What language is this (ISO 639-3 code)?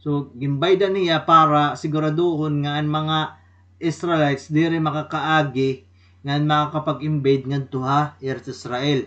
war